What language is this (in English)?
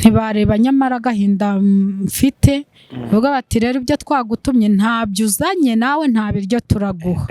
Kinyarwanda